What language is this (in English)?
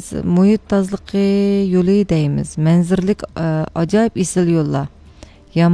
Uyghur